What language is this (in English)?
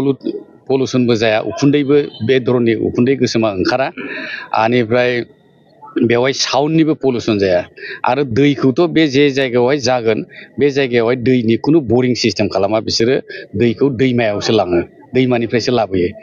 Bodo